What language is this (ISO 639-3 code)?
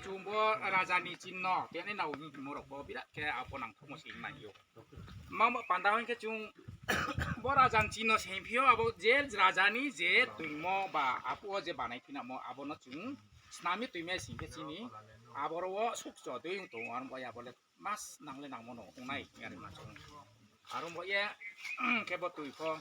ria